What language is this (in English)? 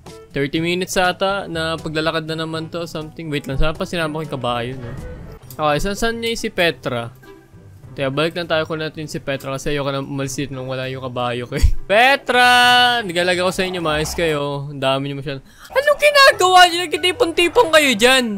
Filipino